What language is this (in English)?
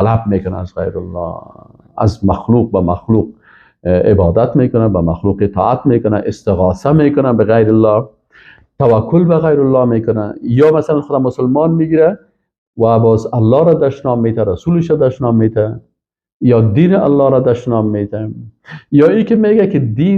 Persian